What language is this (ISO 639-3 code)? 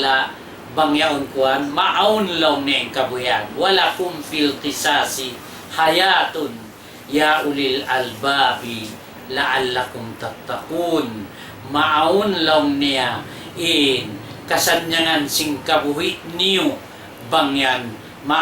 tsg